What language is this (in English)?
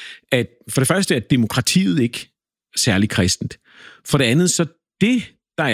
Danish